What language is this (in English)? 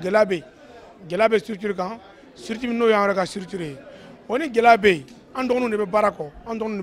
Bambara